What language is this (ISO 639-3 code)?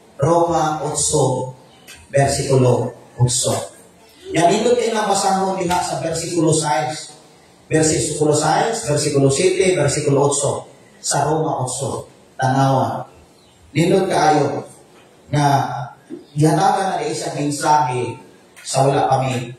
ceb